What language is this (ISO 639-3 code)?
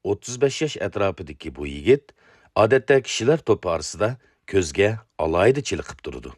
uig